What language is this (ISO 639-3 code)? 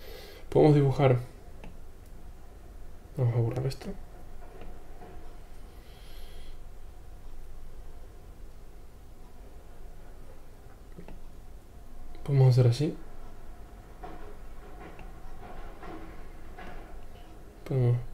spa